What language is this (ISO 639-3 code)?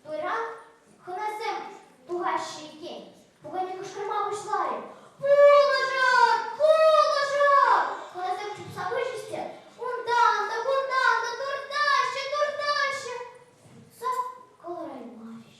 chv